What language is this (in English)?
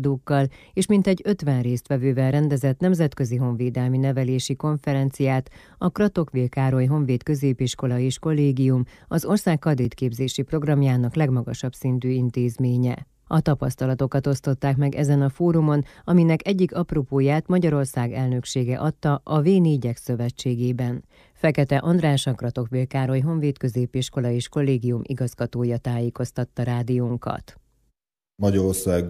Hungarian